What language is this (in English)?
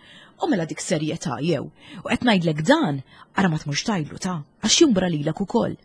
Maltese